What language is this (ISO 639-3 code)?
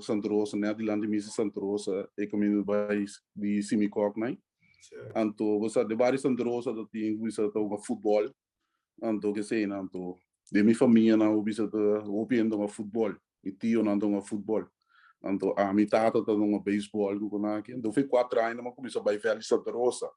pap